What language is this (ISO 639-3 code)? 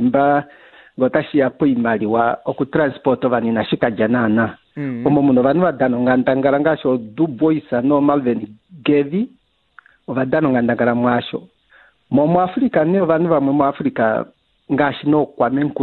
kua